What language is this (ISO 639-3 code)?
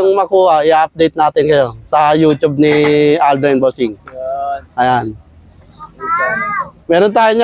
fil